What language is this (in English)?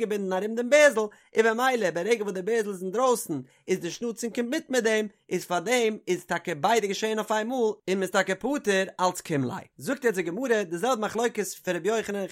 Yiddish